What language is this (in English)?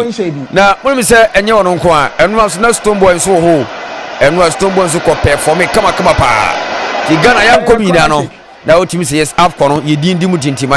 Akan